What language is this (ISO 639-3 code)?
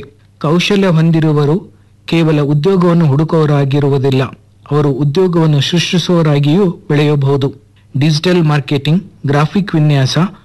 kan